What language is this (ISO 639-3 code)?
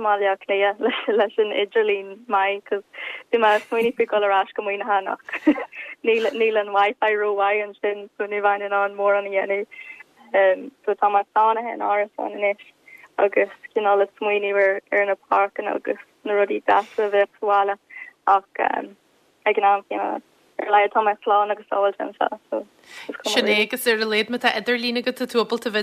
gle